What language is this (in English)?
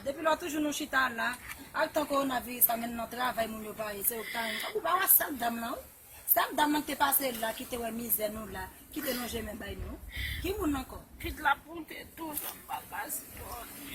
Haitian Creole